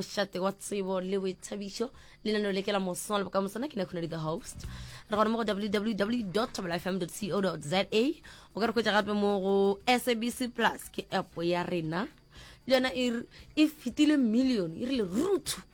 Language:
Northern Sotho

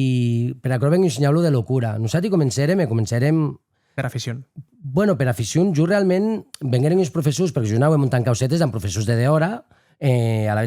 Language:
Occitan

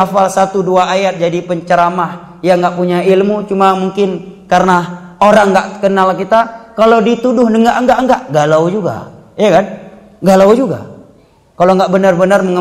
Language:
Indonesian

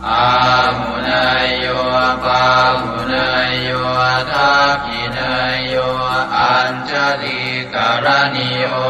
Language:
Pali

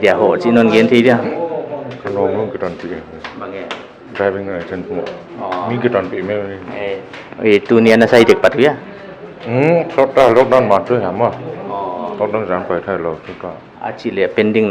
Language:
Paite Chin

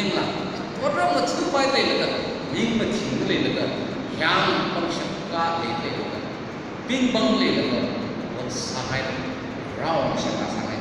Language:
Tangkhul Naga (India)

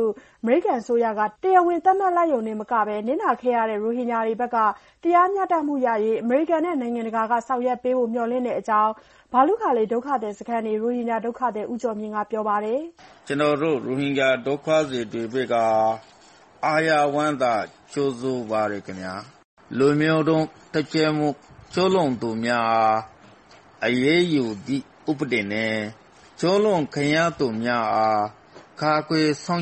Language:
Burmese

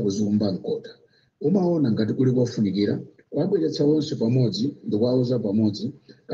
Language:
Nyanja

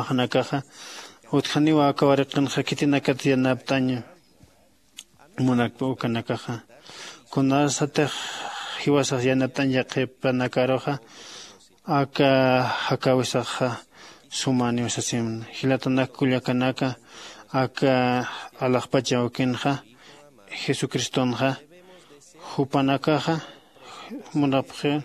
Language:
Aymara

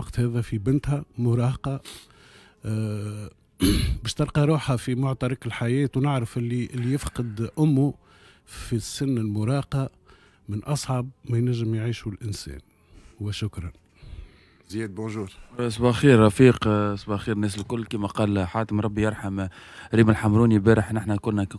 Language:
Tunisian Arabic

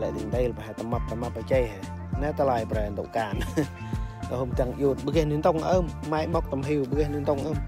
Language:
Central Mnong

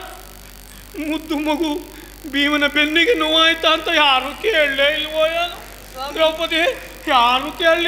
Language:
Kannada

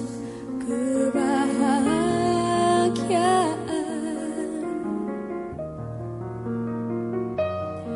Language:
Indonesian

